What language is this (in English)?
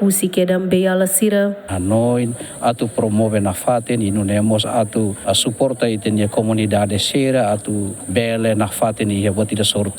Tetum